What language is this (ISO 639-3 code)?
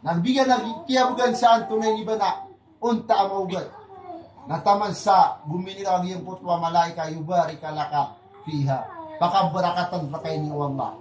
mrw